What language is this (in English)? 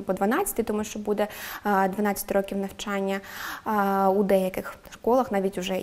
Ukrainian